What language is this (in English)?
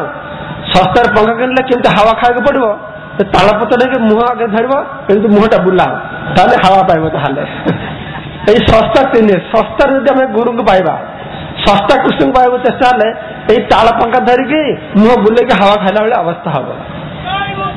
Odia